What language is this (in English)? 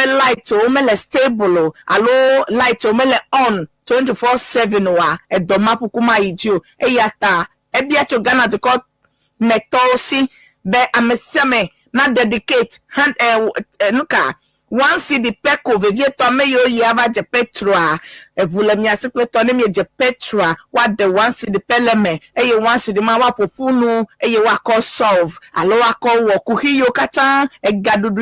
Ewe